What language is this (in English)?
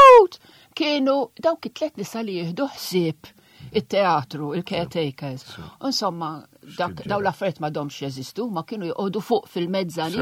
Maltese